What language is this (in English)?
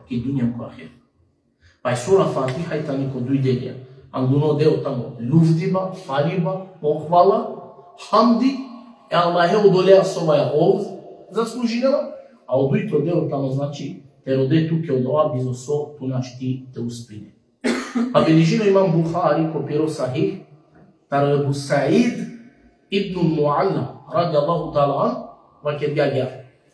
Balkan Romani